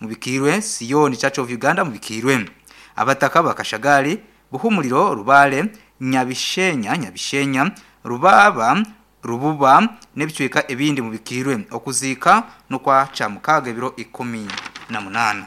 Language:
Nyankole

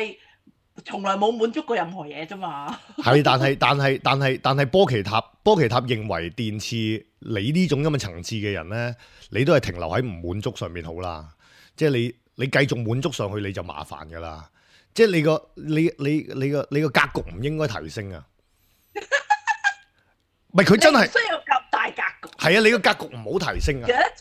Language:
Cantonese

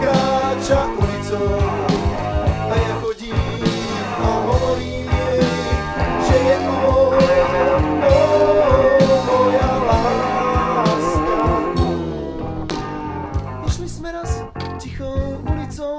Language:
Slovak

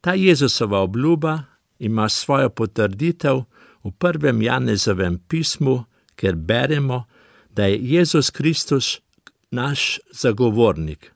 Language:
Slovenian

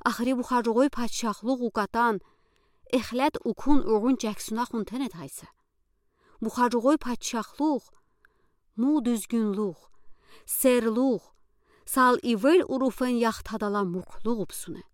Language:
Udi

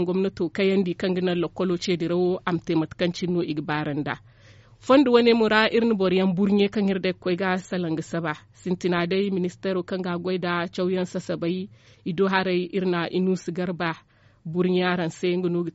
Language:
Zarma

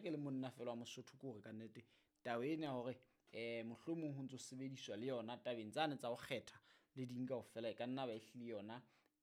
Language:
Southern Sotho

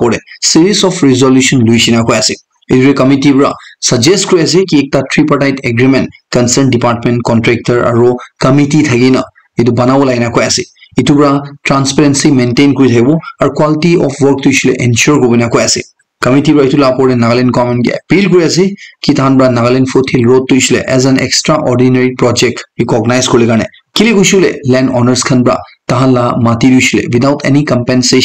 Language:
Naga Pidgin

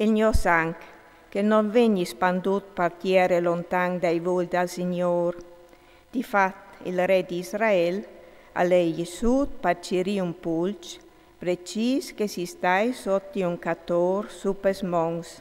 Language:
Friulian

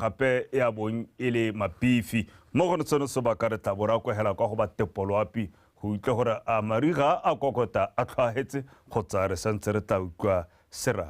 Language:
Tswana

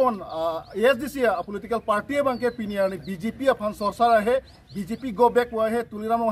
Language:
Karbi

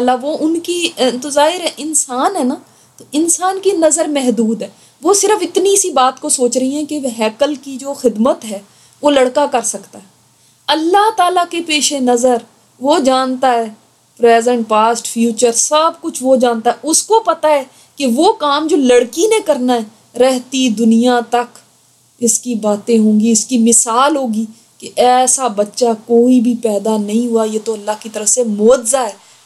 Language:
Urdu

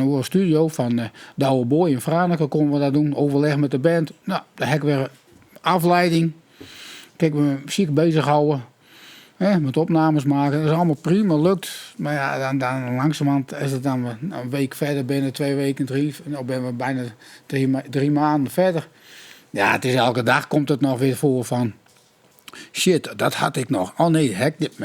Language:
Western Frisian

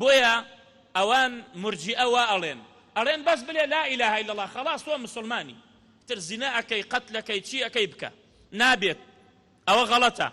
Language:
Central Kurdish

